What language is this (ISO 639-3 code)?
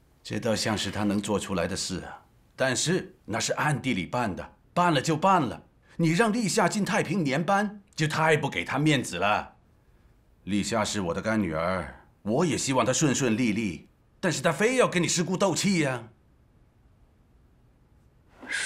zho